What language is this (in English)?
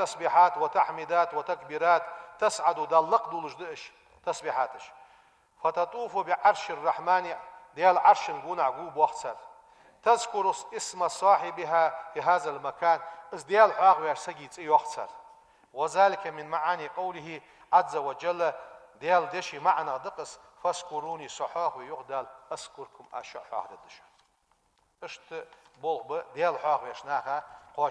Ingush